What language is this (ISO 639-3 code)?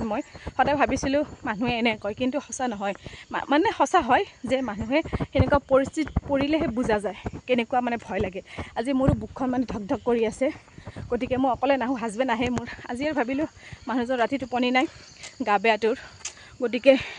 asm